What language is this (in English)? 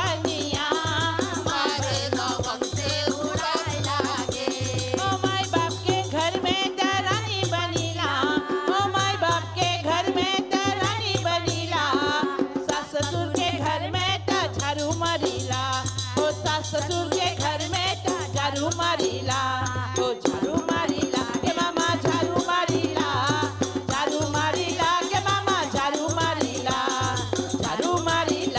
Bhojpuri